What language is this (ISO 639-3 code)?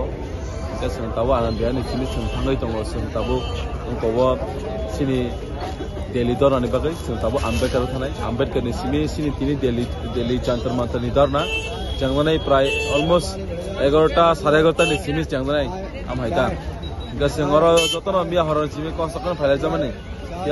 trp